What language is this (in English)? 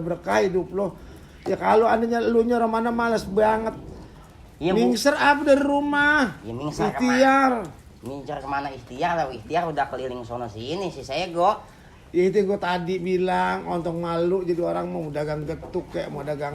Betawi